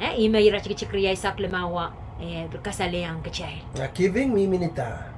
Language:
Pohnpeian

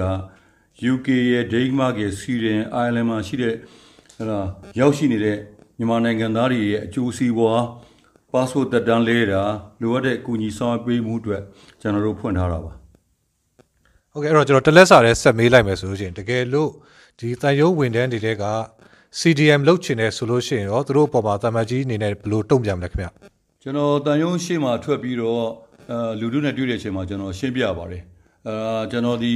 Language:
Burmese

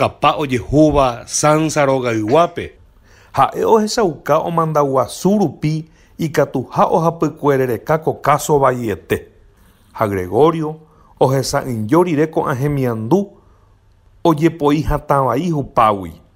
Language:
Guarani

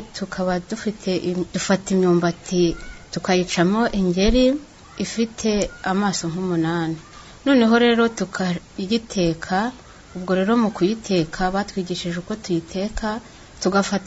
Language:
Kinyarwanda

